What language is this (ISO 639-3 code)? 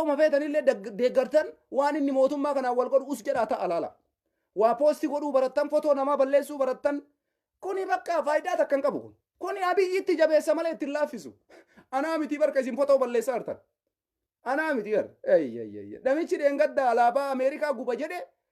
orm